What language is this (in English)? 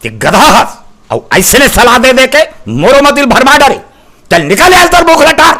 Chhattisgarhi